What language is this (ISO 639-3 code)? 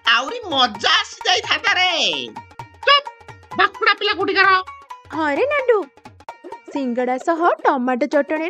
ori